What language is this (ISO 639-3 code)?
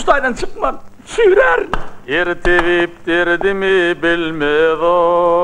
tuk